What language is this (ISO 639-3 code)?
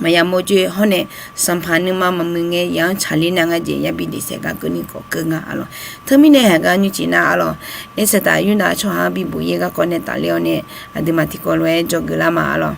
ahk